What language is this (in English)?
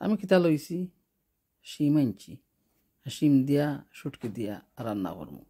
Sylheti